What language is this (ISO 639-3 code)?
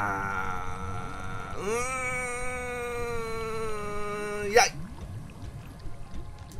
jpn